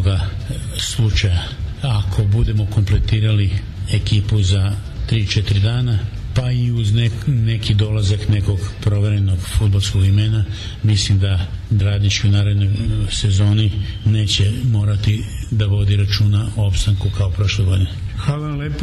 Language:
Serbian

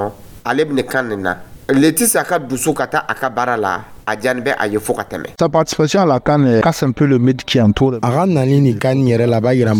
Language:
Dyula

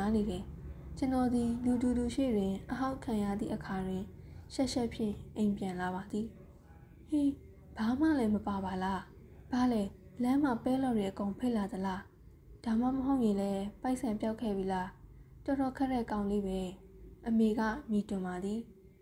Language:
Burmese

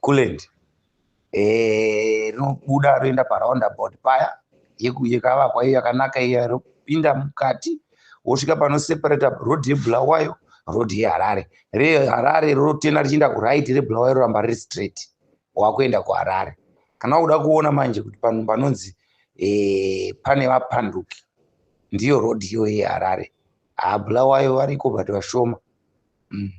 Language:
Shona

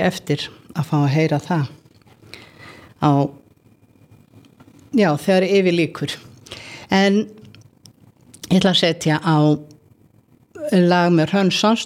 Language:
Icelandic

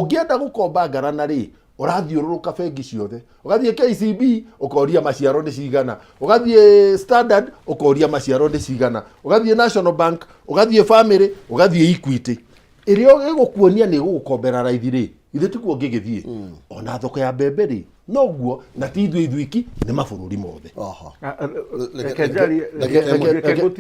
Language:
Kikuyu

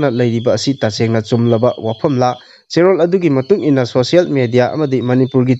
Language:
Manipuri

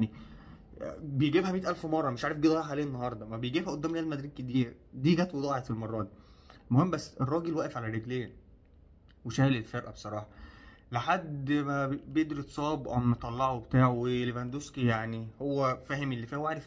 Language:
Egyptian Arabic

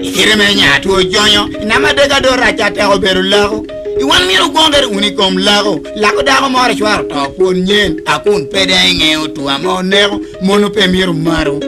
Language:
Lango (Uganda)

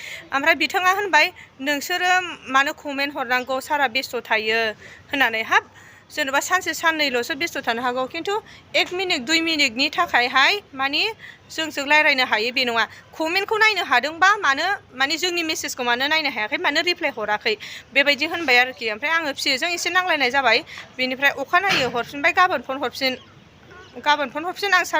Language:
Bodo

